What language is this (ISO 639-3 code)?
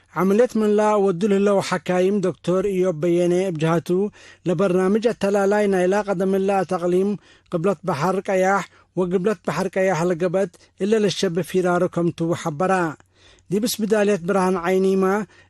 tig